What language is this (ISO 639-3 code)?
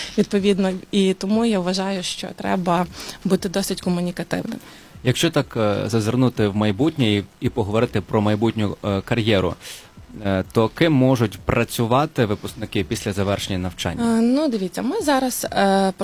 ukr